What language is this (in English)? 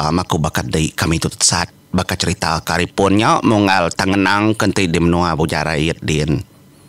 Iban